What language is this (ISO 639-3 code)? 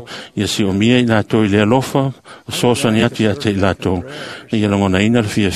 smo